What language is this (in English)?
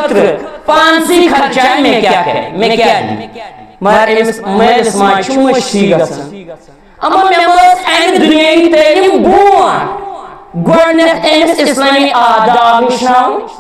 Kashmiri